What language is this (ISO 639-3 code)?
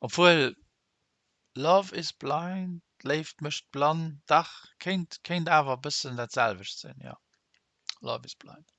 ltz